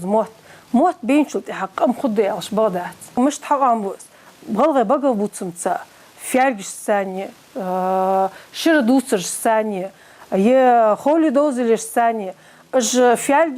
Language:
Ingush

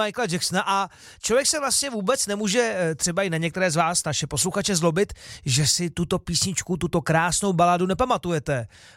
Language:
Czech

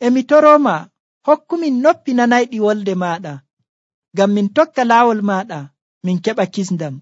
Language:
Nigerian Fulfulde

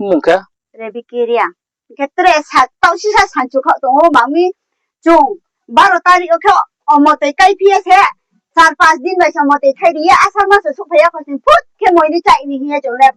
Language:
Riang (India)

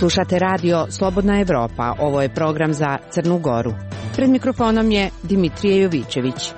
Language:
Croatian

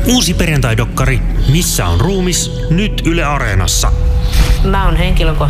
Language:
Finnish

